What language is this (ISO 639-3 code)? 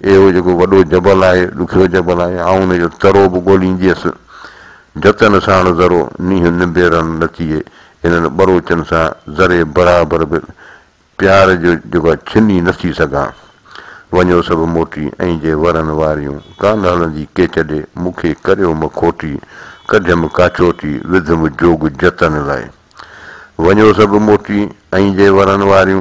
snd